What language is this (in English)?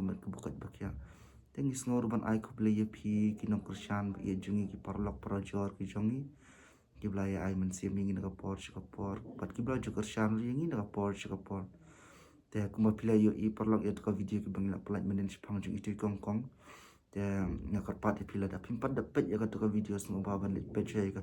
Khasi